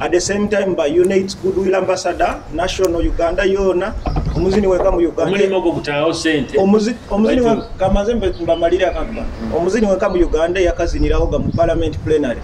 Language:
Nyoro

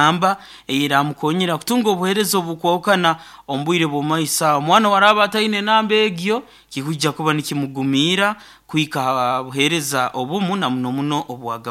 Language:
Nyankole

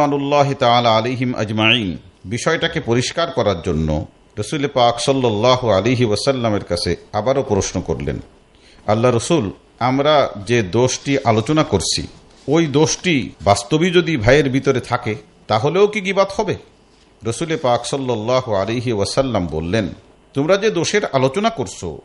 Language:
Bangla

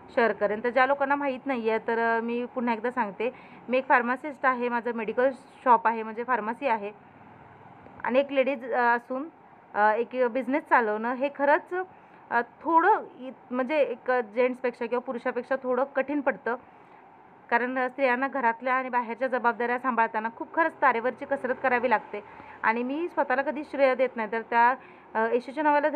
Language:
Marathi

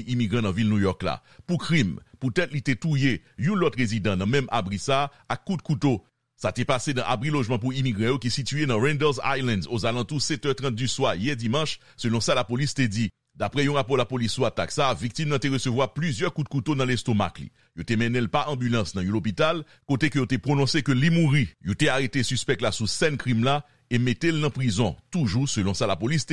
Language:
Haitian Creole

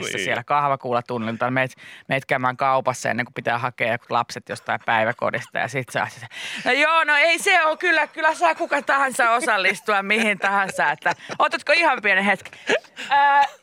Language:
Finnish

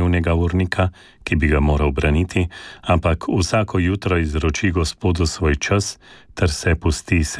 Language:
Slovenian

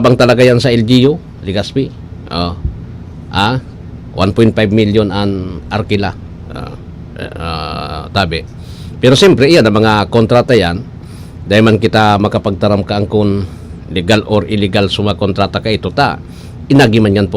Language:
Bikol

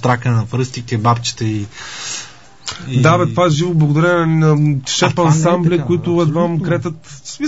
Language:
Bulgarian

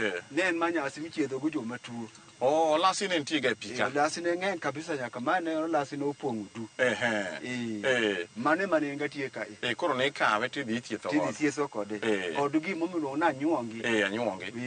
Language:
Luo (Kenya and Tanzania)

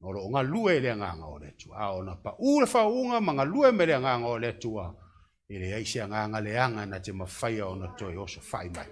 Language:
Samoan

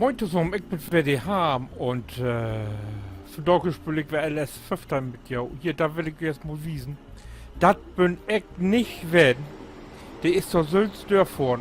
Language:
Low German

